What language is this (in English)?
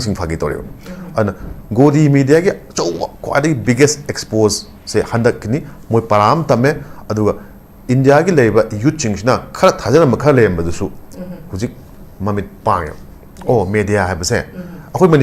Manipuri